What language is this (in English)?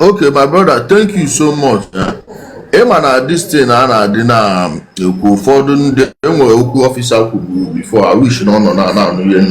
Igbo